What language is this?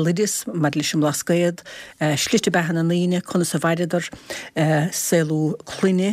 Irish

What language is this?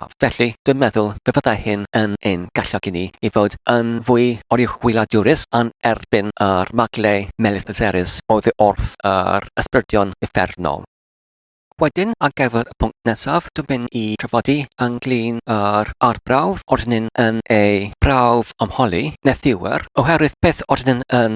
Welsh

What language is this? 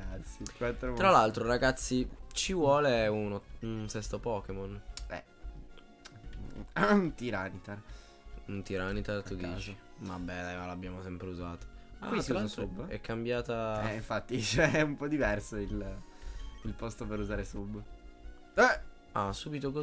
Italian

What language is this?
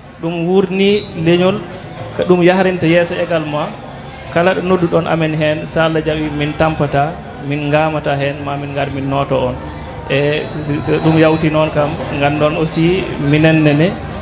Fula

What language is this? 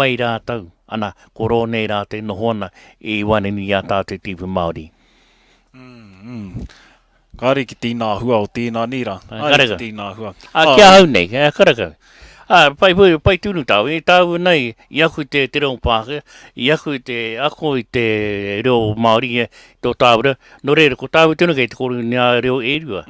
Māori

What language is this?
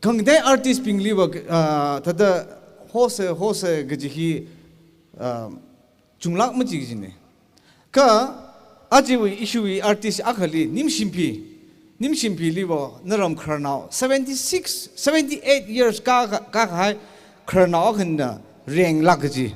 Tangkhul Naga (India)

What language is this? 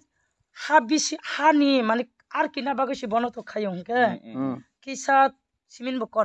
Kok Borok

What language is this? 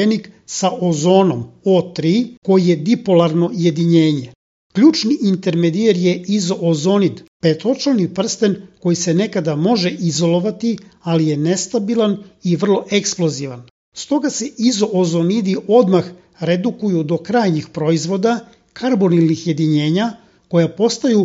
Serbian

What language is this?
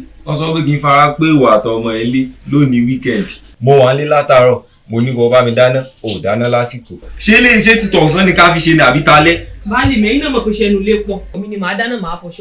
Yoruba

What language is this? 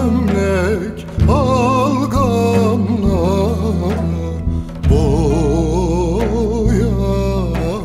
Turkish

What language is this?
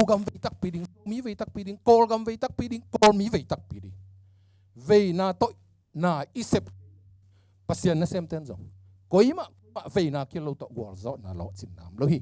Tedim Chin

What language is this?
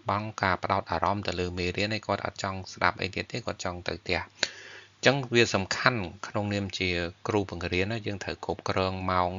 Khmer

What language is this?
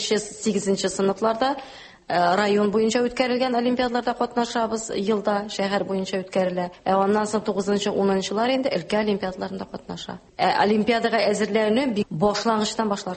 Tatar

